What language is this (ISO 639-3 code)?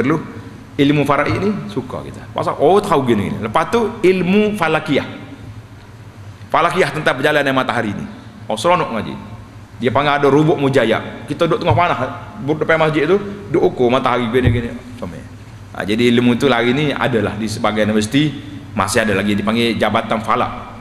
msa